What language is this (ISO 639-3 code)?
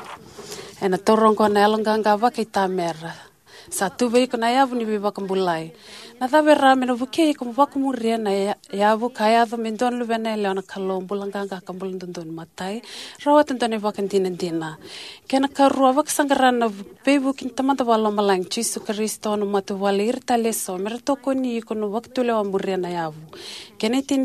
fij